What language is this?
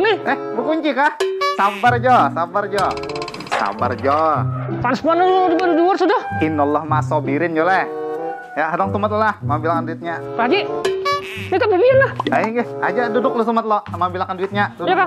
Banjar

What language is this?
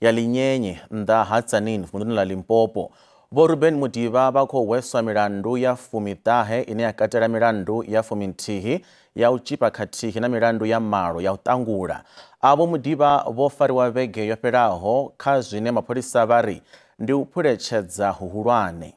Venda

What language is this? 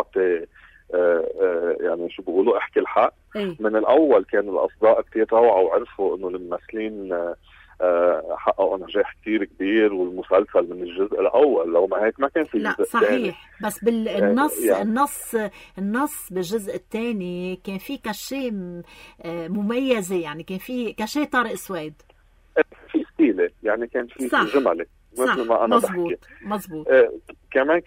North Levantine Arabic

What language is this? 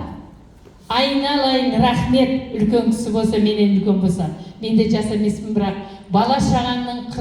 Kazakh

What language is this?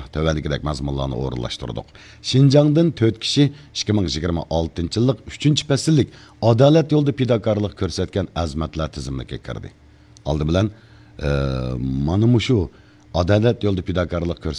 Uyghur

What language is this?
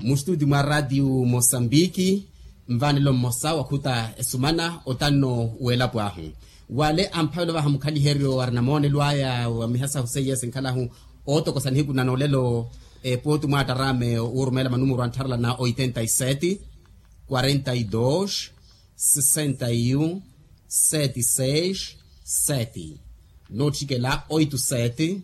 Makhuwa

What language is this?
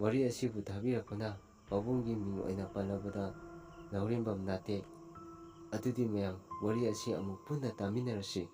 Manipuri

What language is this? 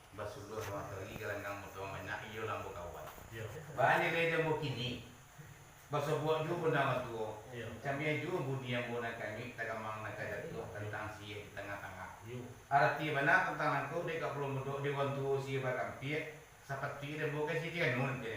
Minangkabau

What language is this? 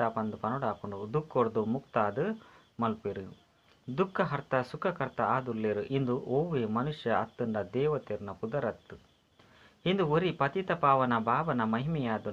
Tulu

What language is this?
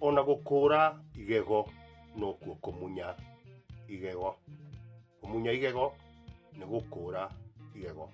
Kikuyu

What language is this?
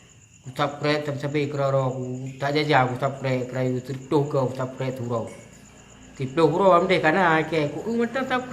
Achinese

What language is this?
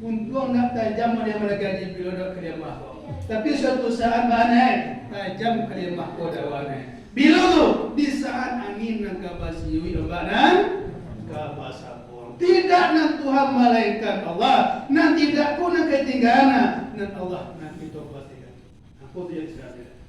Minangkabau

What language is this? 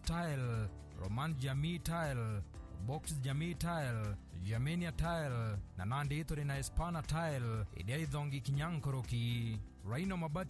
Meru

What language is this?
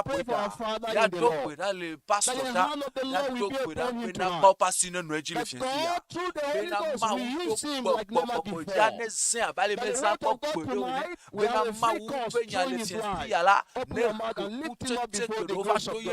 Ewe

